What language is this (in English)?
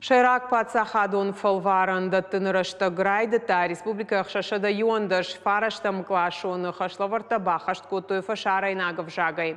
Ossetic